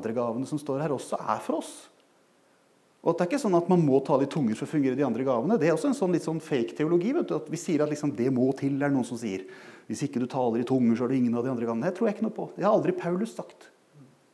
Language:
Norwegian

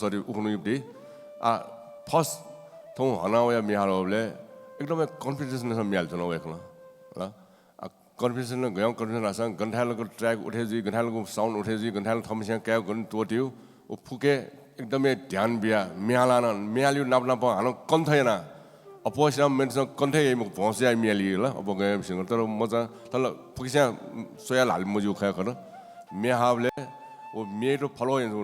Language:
Newari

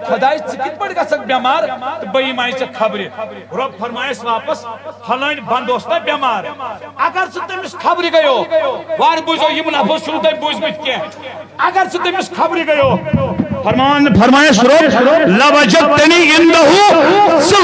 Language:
Kashmiri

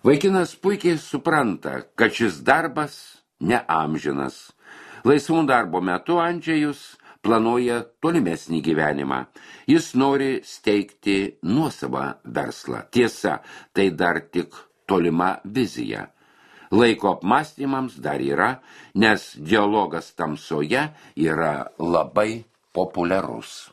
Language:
Lithuanian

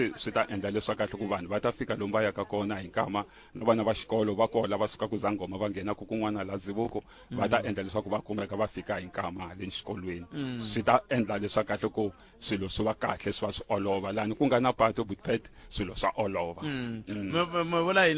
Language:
Tsonga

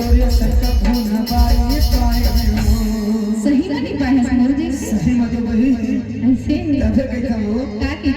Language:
Chhattisgarhi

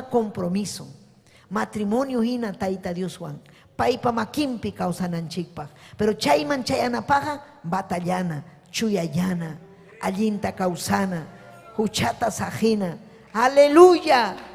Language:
Ayacucho Quechua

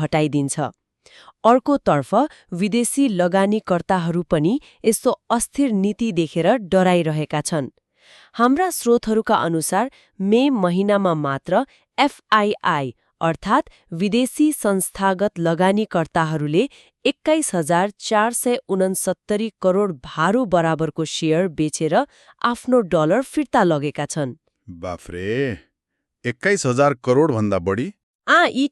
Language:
Nepali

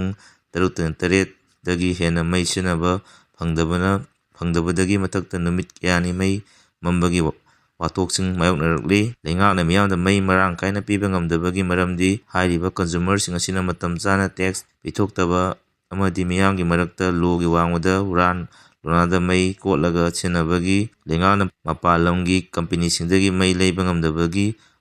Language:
Manipuri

